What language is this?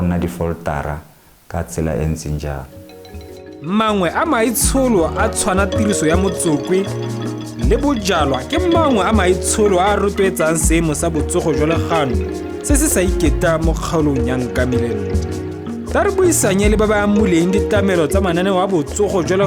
Tswana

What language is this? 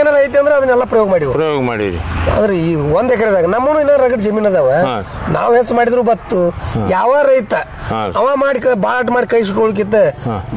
Kannada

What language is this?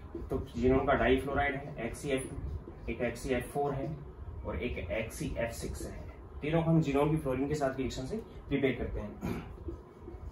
Hindi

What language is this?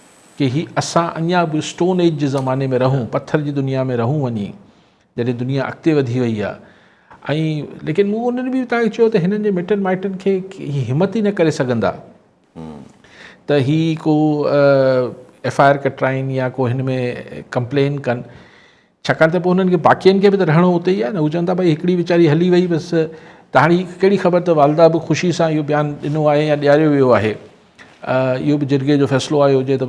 Sindhi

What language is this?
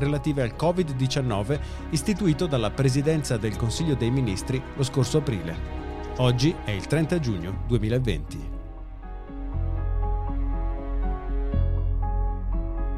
Italian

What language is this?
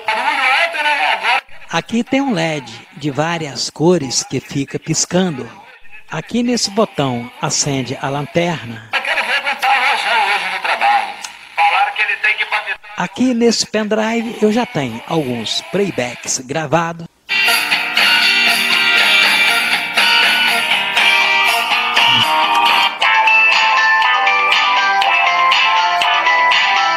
Portuguese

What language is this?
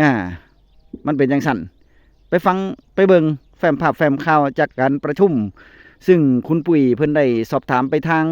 Northeastern Thai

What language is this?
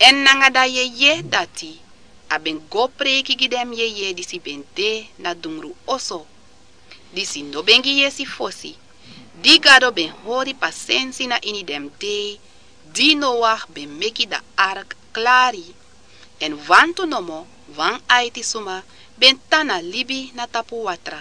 Sranan Tongo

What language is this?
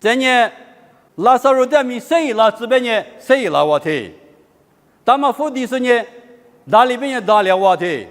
Lisu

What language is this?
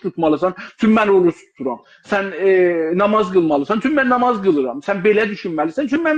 South Azerbaijani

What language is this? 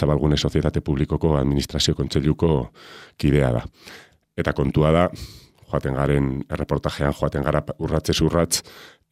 Basque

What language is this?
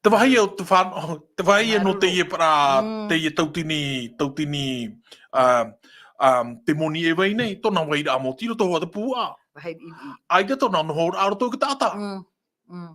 Tahitian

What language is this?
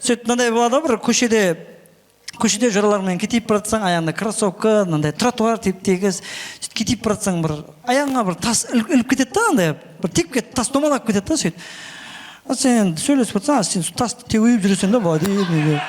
Kara-Kalpak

